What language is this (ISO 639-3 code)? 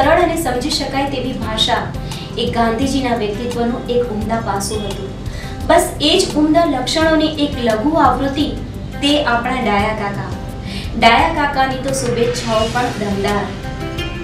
guj